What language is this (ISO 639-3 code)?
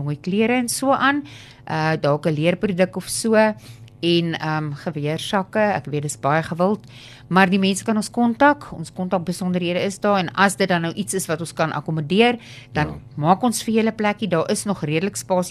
afr